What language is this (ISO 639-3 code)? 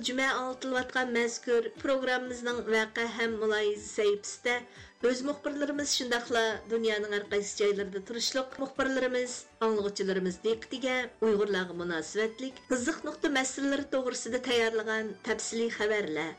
uig